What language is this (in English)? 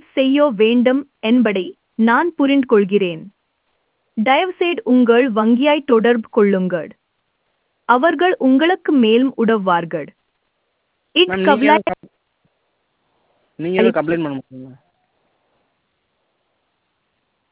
Tamil